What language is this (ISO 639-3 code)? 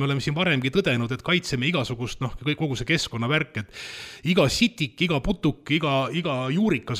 est